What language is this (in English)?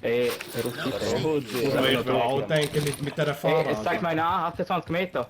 Swiss German